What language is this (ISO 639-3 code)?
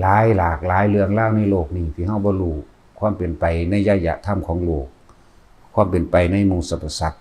lao